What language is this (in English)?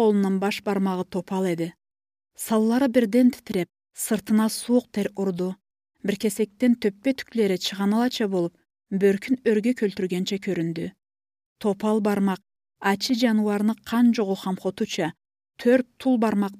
Karachay-Balkar